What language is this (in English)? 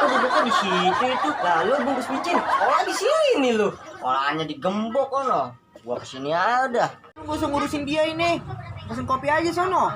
Betawi